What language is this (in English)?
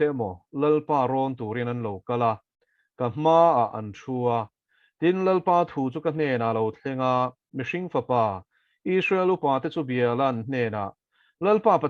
Mizo